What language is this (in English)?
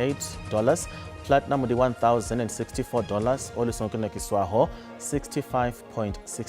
Venda